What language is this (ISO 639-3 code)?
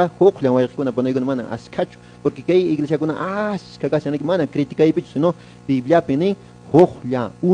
que